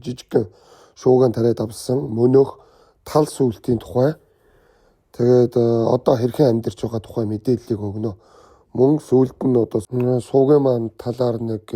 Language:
Mongolian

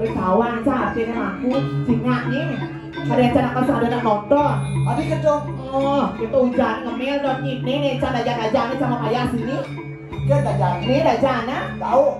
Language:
Balinese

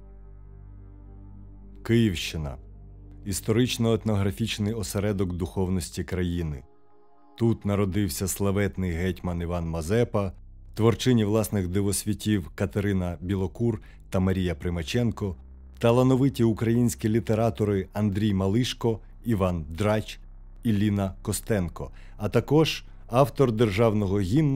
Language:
Ukrainian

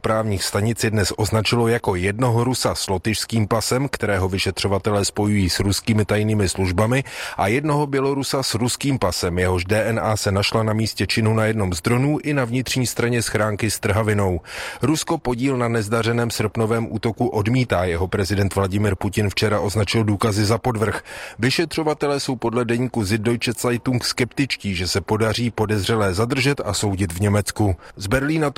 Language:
Czech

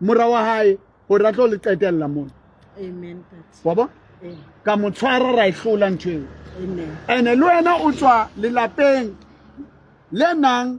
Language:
Southern Sotho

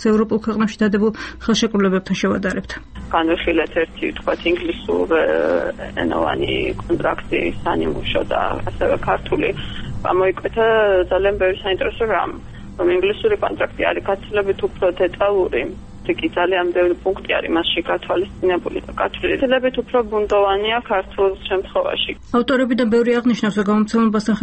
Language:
Georgian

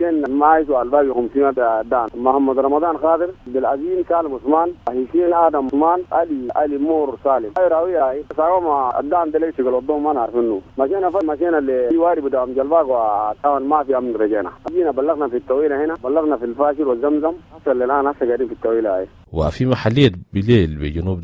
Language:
Sudanese Arabic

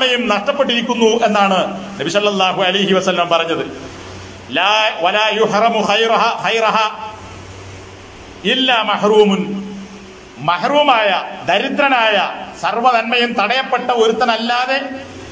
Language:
Malayalam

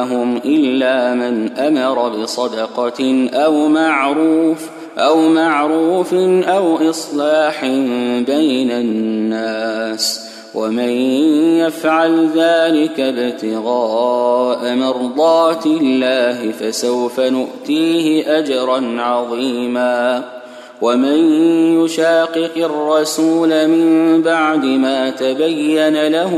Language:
Arabic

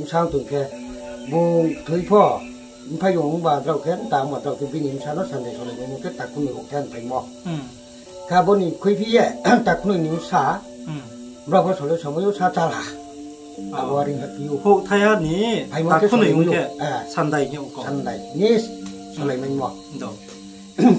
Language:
Riang (India)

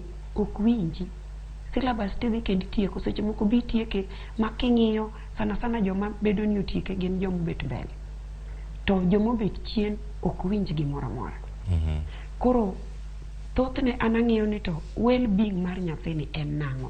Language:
Luo (Kenya and Tanzania)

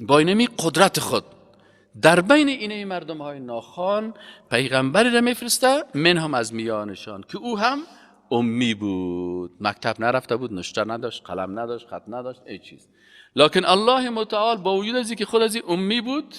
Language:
Persian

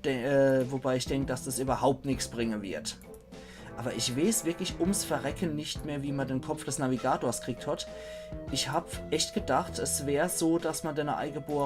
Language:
Palatine German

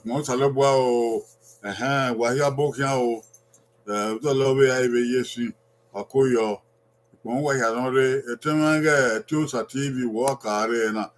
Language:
Bini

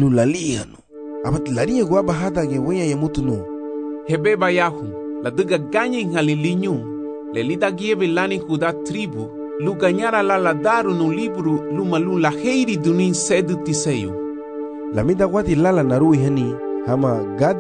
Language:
Garifuna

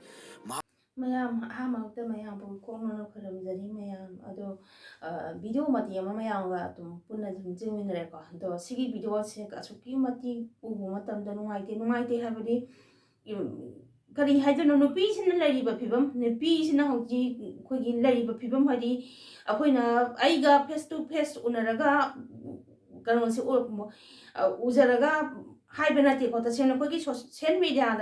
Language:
Manipuri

